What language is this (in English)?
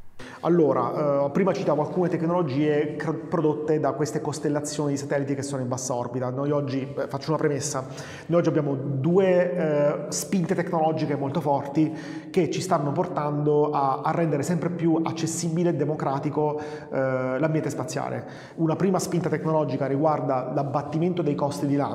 Italian